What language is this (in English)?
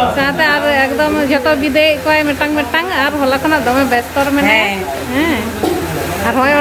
Santali